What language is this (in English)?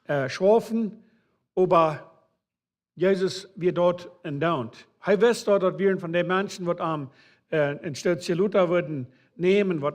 Plautdietsch